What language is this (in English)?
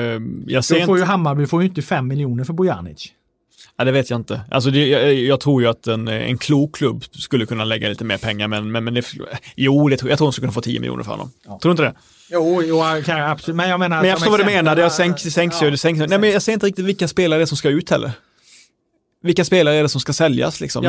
Swedish